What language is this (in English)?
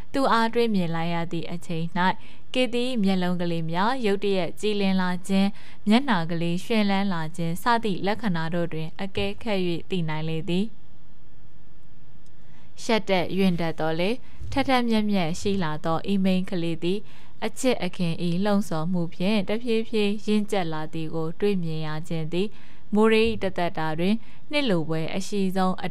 Burmese